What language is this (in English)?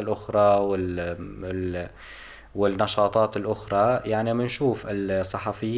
North Levantine Arabic